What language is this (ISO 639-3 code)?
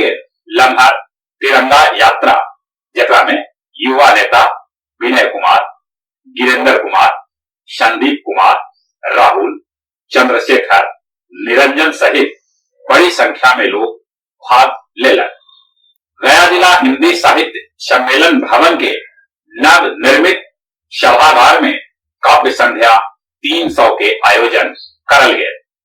mag